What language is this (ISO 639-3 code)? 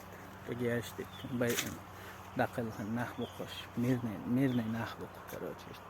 che